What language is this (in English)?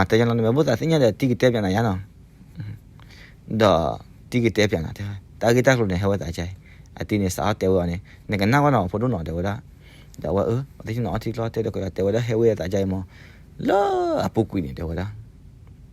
S'gaw Karen